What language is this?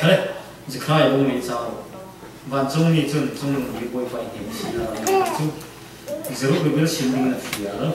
Falam Chin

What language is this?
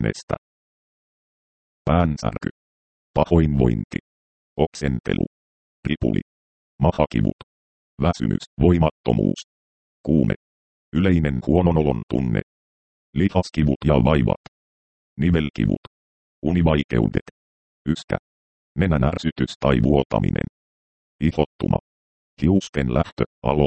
Finnish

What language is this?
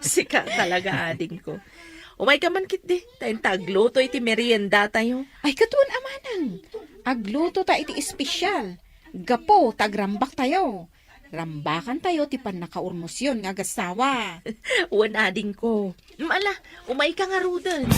Iloko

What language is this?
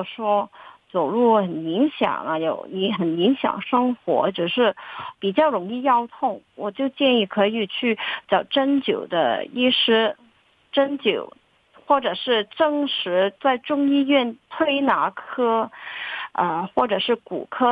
Chinese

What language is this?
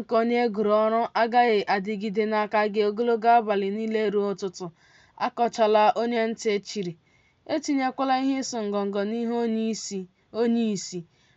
Igbo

